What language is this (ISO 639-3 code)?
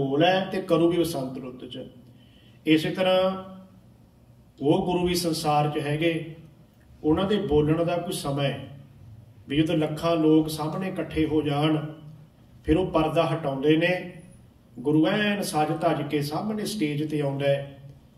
pan